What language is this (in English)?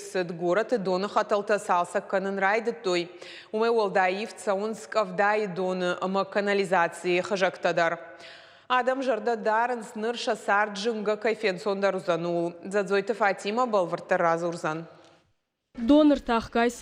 Ossetic